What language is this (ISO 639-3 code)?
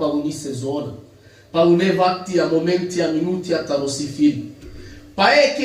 rmn